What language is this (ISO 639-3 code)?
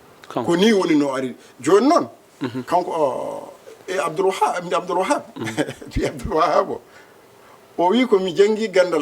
ful